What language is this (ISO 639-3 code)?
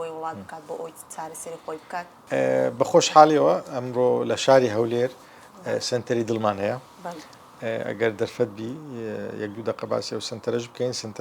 ckb